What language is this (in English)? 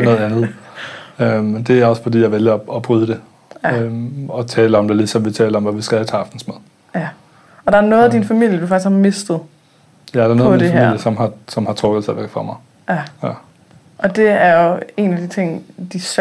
Danish